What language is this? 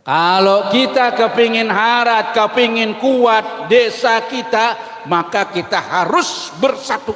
Banjar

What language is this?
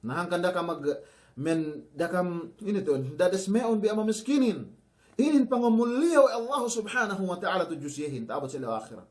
Yakan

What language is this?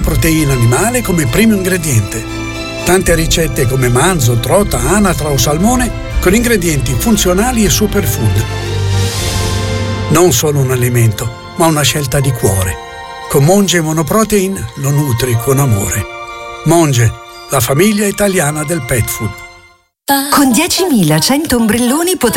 Italian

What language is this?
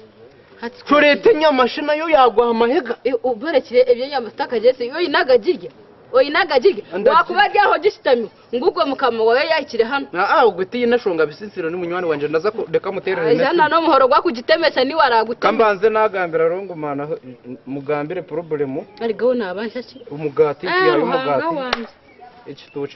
Nyankole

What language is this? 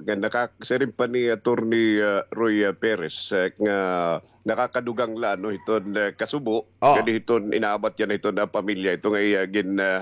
Waray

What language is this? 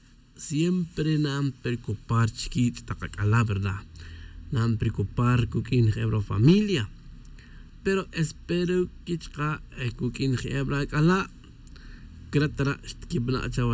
Tz'utujil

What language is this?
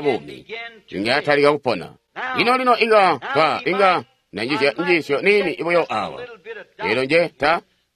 Tonga (Zambia)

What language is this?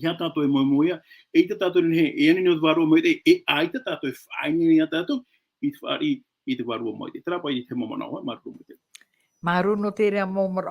Tahitian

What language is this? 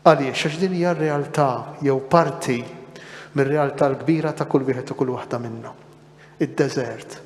Maltese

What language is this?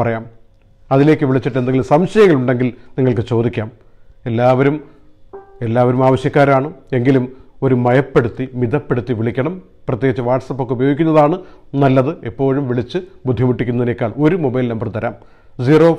Malayalam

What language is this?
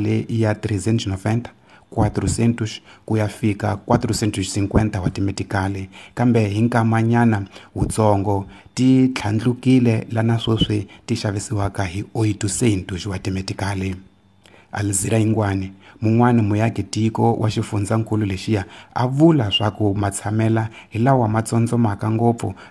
Tsonga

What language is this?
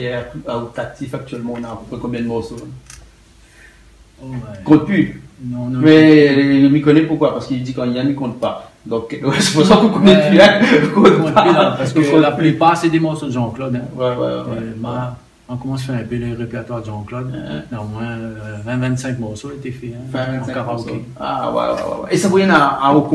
Réunion Creole French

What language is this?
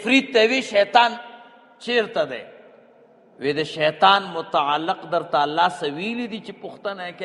Pashto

